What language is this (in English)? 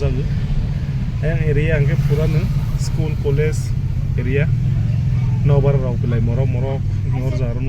Kok Borok